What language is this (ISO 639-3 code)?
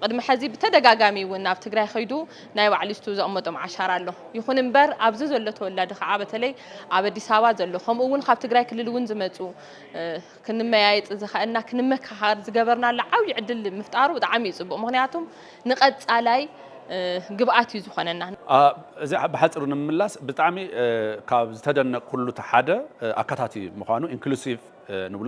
tir